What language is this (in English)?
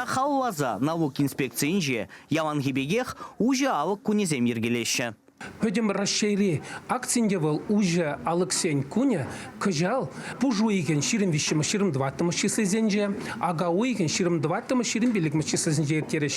Chuvash